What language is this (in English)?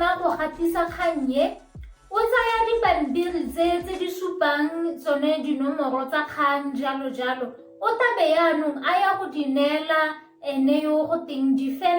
Tswana